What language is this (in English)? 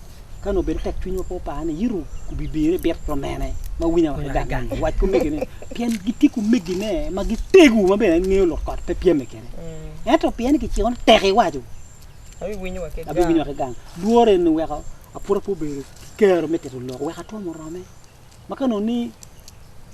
Acoli